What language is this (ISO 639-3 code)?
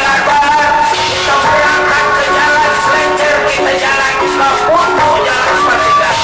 bew